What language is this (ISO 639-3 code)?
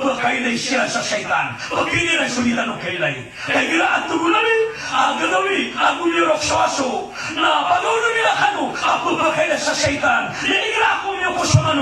mrw